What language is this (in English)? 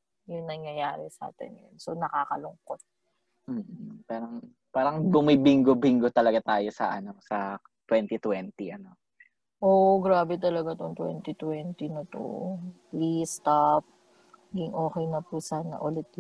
Filipino